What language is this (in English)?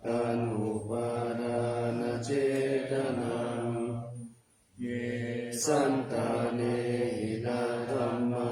Pali